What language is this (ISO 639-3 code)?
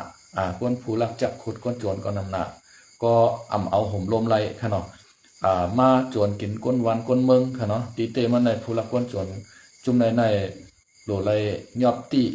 shn